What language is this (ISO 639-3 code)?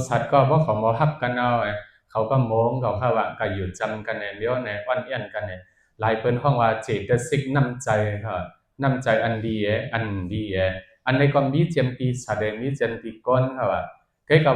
shn